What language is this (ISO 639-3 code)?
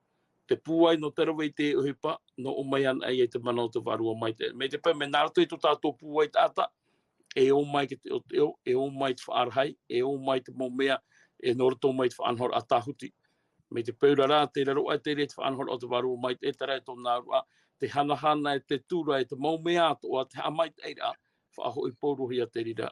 tah